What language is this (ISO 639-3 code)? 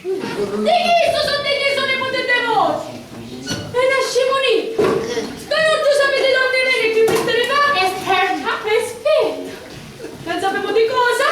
scn